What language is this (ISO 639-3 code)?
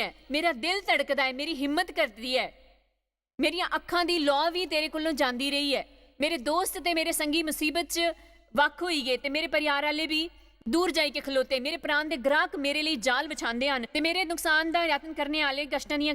doi